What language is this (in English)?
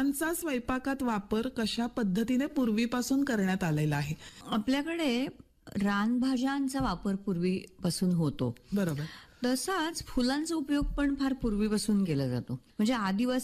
Marathi